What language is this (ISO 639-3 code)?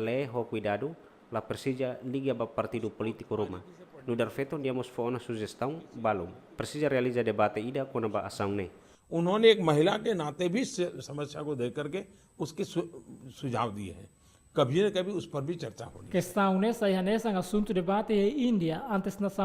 tet